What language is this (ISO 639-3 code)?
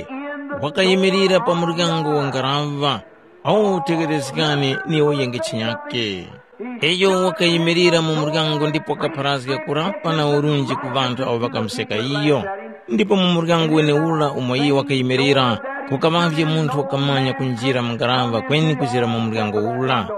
tum